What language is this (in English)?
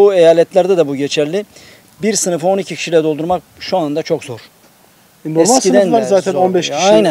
Turkish